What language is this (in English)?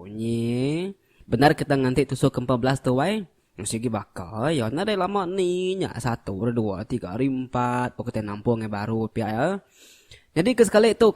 Iban